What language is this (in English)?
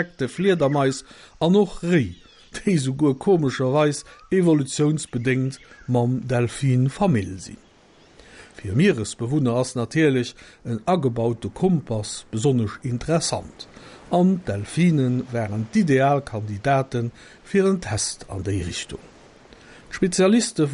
Luxembourgish